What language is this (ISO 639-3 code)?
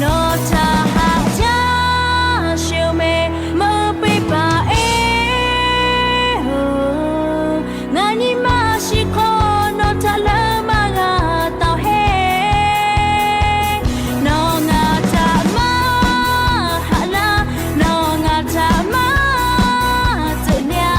lhu